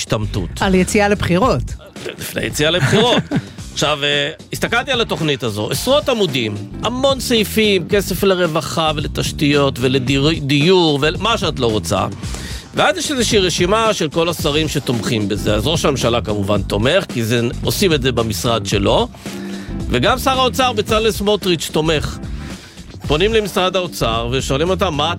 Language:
Hebrew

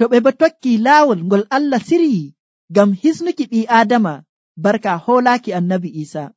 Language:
Nigerian Fulfulde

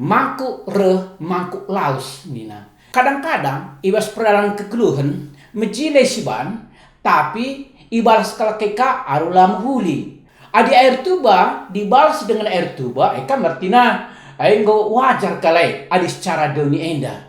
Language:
Batak Karo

